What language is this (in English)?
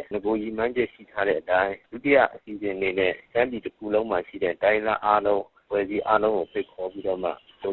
Burmese